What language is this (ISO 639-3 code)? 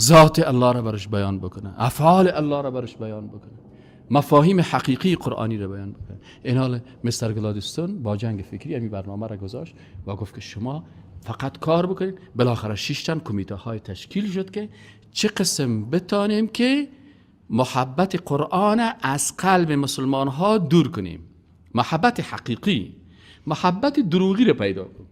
fas